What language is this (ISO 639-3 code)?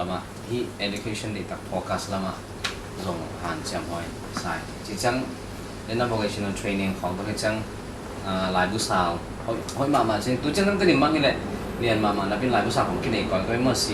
ctd